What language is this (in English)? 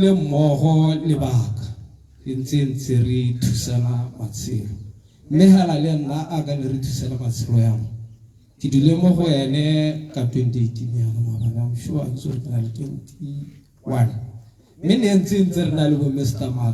Tswana